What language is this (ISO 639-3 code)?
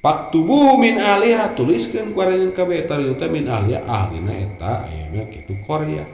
sun